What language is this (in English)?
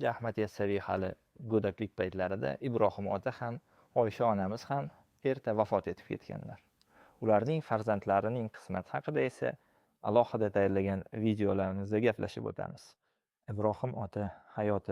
Uzbek